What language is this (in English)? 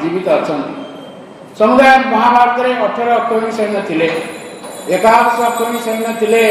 Odia